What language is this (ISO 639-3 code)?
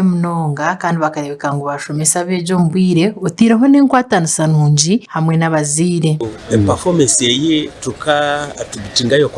nyn